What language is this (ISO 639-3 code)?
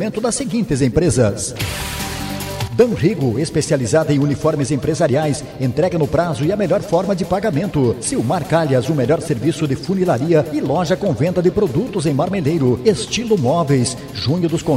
por